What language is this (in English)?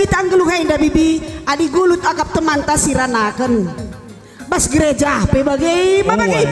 Batak Karo